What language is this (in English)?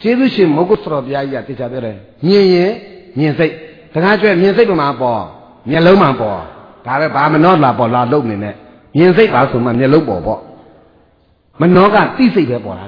Burmese